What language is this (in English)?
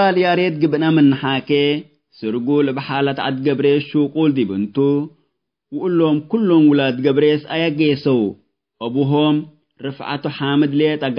Tigre